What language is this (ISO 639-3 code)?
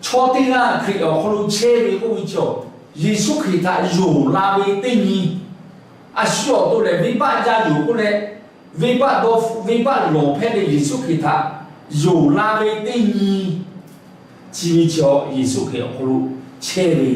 lhu